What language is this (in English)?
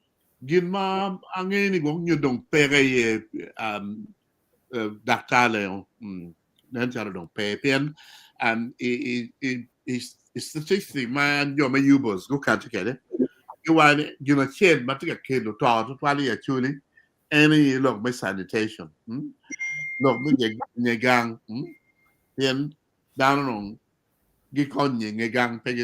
Acoli